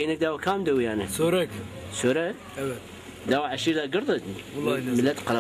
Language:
Zaza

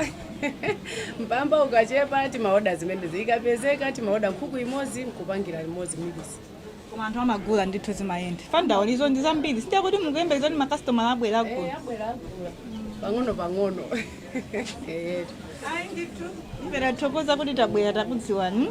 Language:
Nyanja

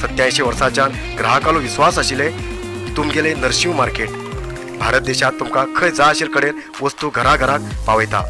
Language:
Konkani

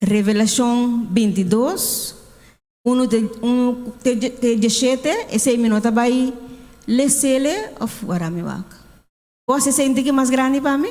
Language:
Papiamento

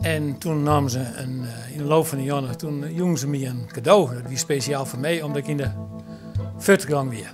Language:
Western Frisian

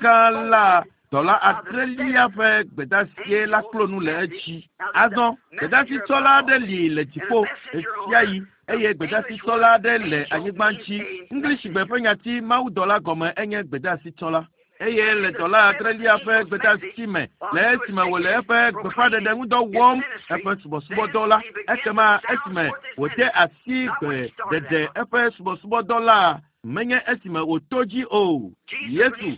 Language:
Ewe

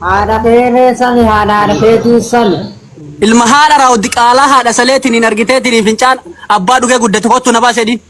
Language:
Oromo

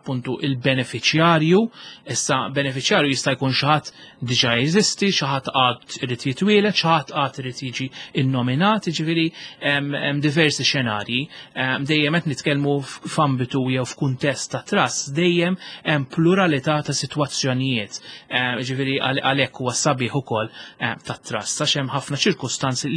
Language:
Maltese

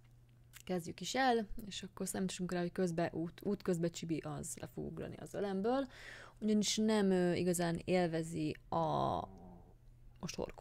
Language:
Hungarian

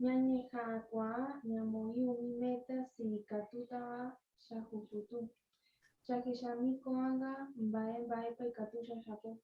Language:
Guarani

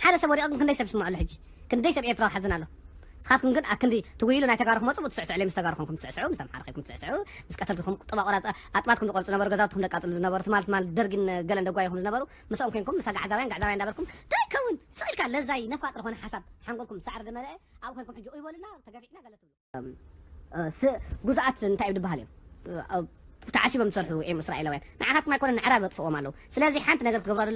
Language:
Tigrinya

